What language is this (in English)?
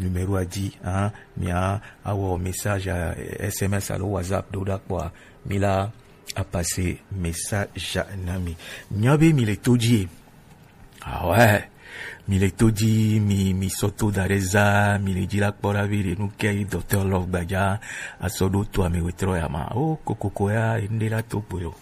Gen